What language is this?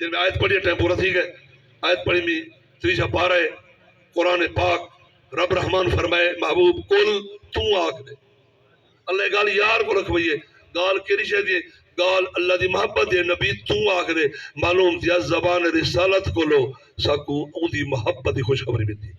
Saraiki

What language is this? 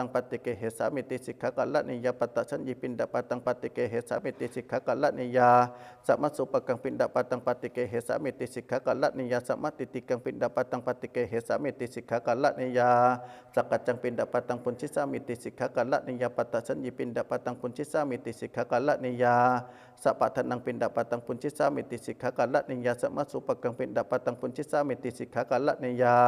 Pali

